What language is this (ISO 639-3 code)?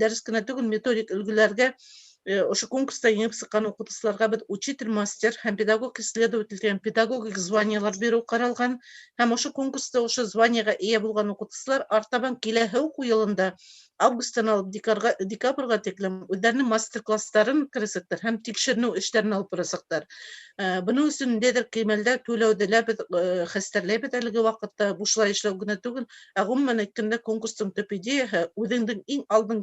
bak